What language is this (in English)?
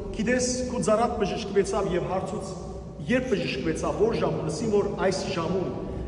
Western Armenian